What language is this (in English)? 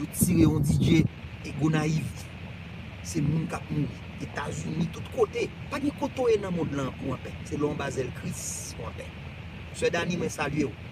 Haitian Creole